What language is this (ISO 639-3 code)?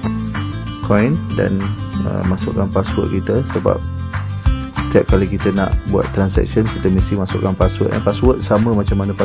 msa